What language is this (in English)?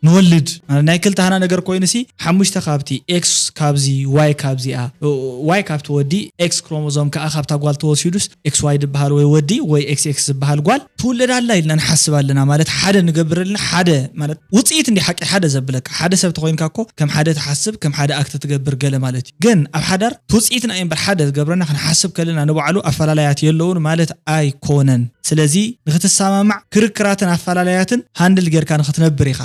Tigrinya